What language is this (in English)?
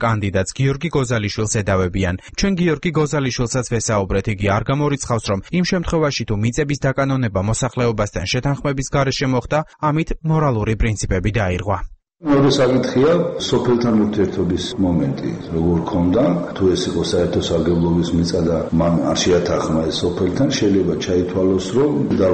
Georgian